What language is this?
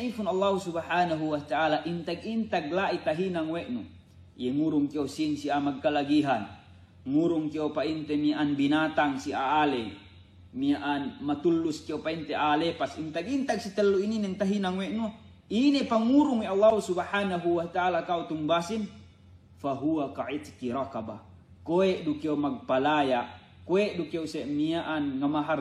Yakan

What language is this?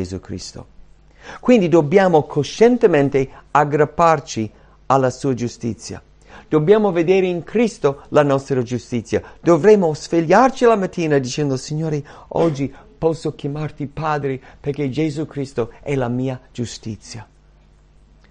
Italian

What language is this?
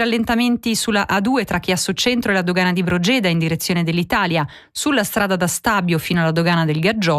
Italian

